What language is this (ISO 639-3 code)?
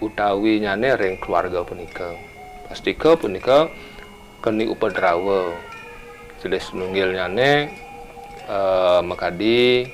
ban